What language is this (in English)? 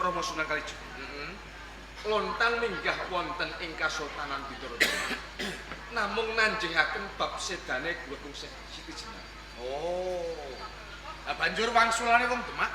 Javanese